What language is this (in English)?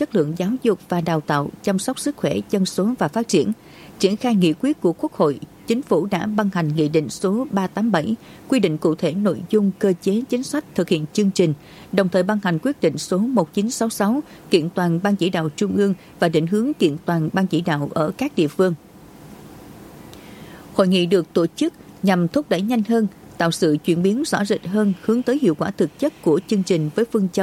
Vietnamese